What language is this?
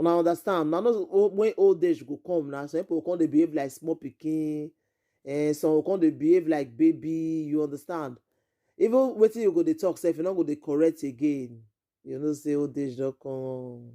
Nigerian Pidgin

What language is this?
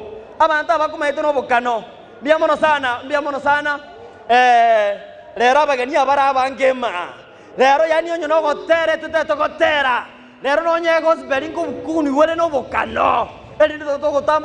Gusii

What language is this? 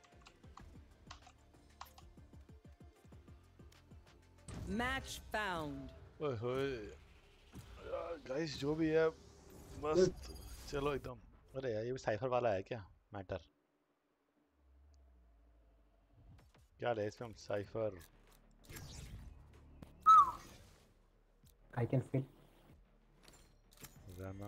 Hindi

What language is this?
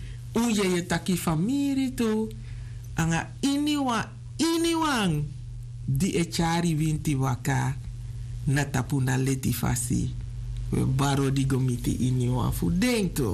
Sranan Tongo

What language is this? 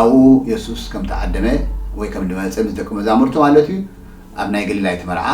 Tigrinya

